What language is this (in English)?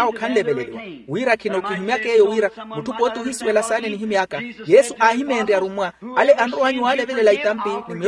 Makhuwa